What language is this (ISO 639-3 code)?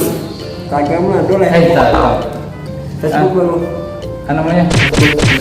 min